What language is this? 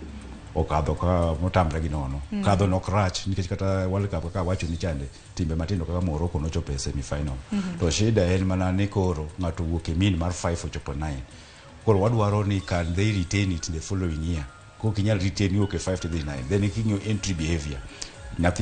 Luo (Kenya and Tanzania)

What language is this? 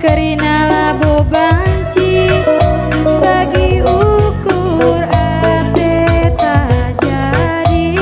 Batak Karo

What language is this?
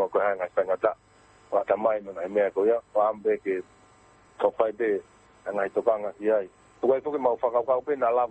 Tongan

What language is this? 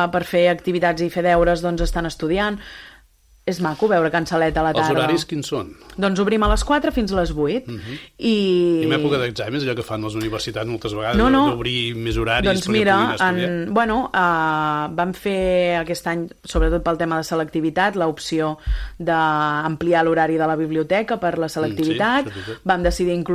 Catalan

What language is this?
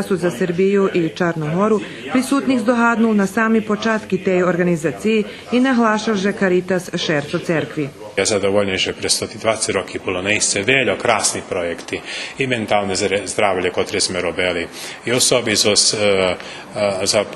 Rusyn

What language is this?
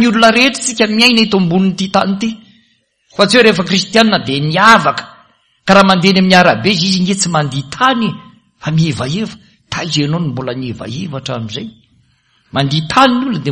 Malagasy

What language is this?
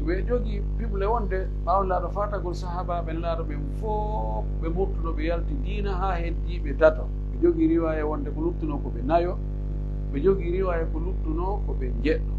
Pular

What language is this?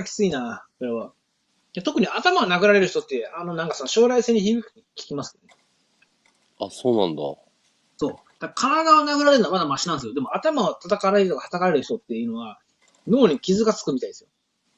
Japanese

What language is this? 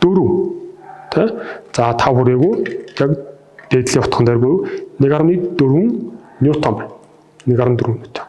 Mongolian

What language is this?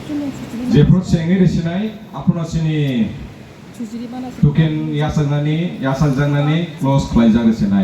Kok Borok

